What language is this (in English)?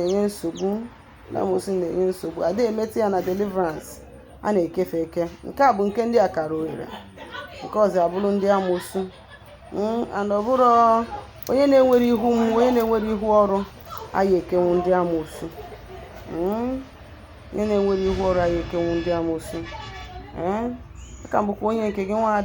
Igbo